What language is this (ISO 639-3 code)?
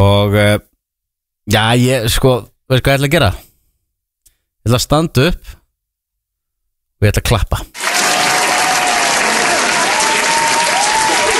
isl